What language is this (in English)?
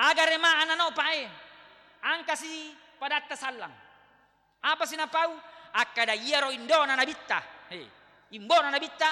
Buginese